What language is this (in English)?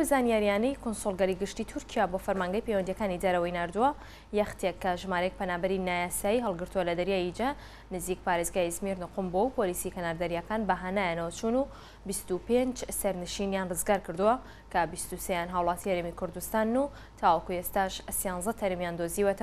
Central Kurdish